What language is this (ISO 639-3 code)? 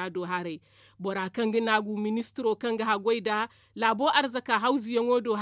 dje